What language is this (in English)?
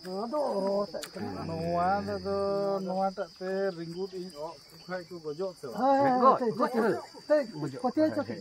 Santali